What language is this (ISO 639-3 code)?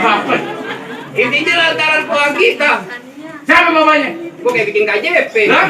bew